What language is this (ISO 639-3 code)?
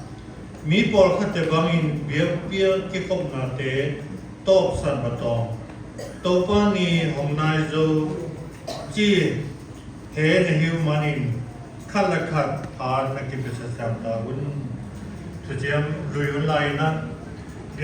csy